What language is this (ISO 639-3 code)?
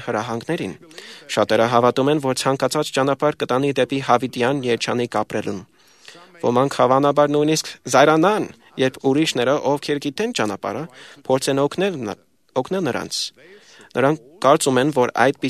hye